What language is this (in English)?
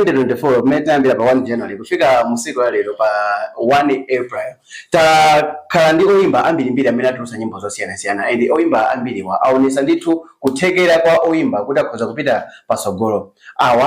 Nyanja